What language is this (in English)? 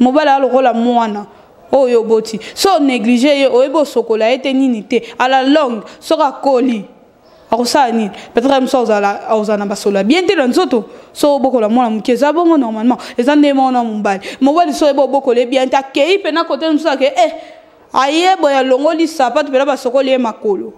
Lingala